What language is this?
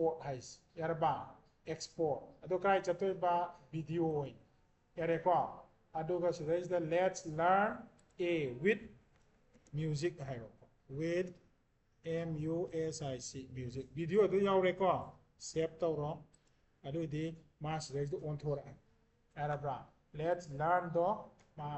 Manipuri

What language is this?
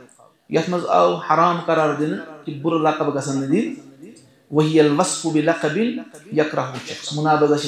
Kashmiri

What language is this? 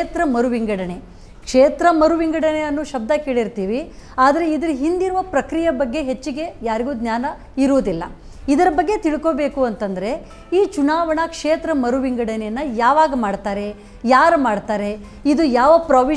Kannada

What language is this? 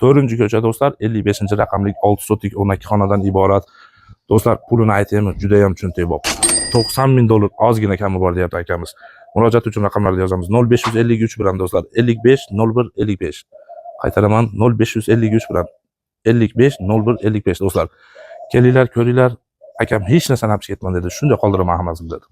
Uzbek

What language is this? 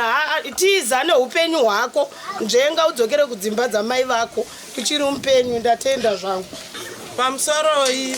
Shona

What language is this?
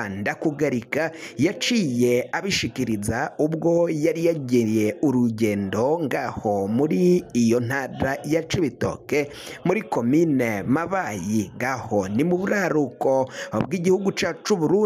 Rundi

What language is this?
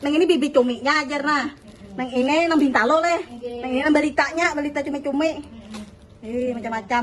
Banjar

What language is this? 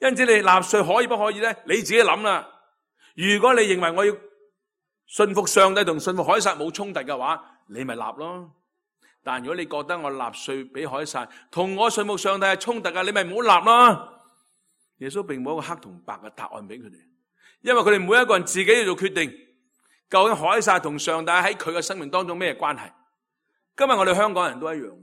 Cantonese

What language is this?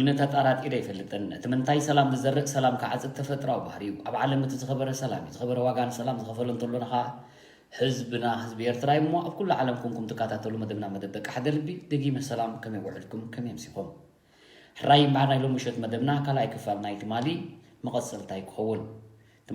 Tigrinya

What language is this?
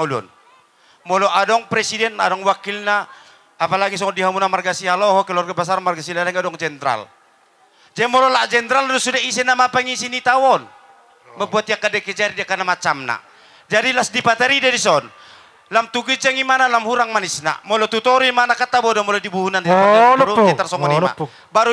Batak Toba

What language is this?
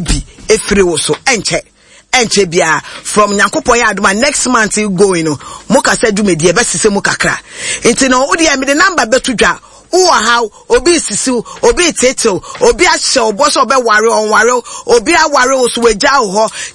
Akan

